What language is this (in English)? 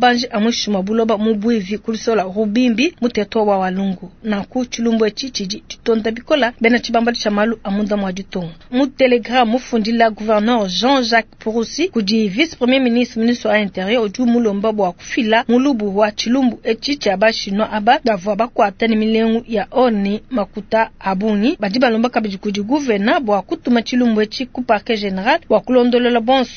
Luba-Lulua